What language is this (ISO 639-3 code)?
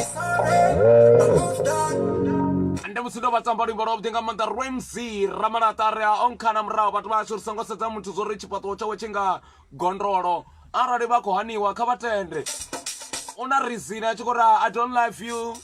ven